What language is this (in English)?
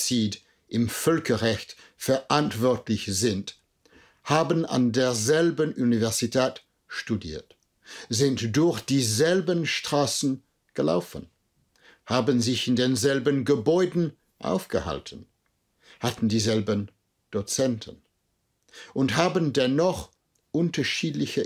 German